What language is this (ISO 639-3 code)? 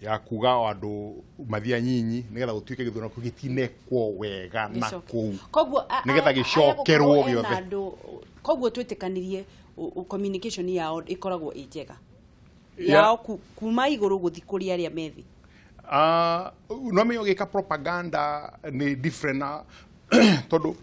kik